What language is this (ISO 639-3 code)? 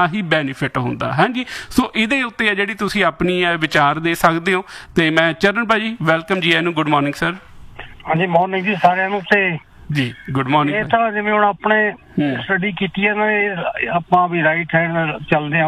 pan